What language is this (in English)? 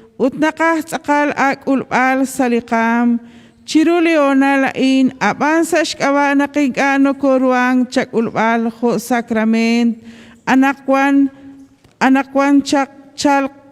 Kekchí